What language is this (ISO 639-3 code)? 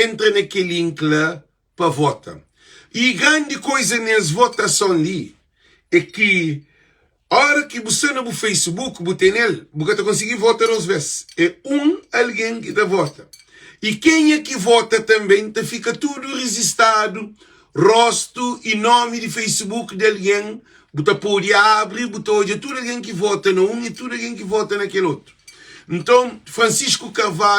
kea